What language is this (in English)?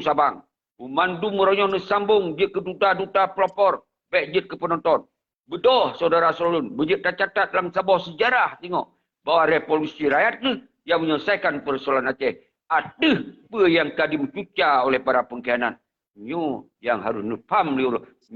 Achinese